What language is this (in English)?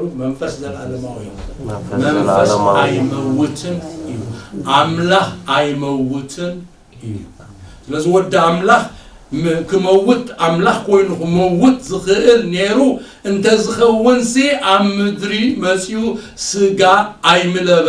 Tigrinya